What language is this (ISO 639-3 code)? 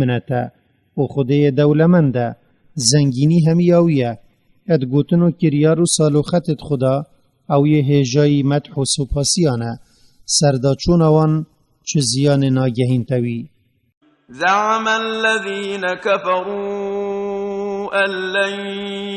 kur